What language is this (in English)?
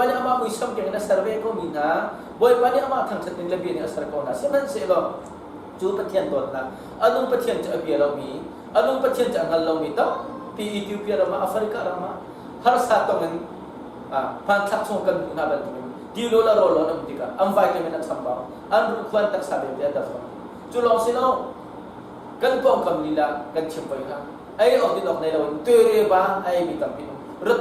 Hakha Chin